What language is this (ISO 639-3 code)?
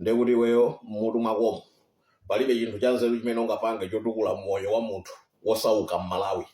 nya